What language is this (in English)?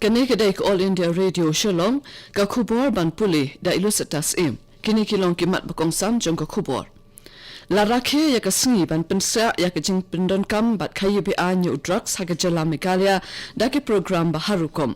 Khasi